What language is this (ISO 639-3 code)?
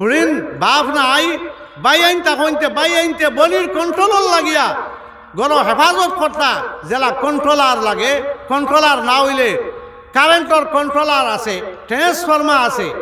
syl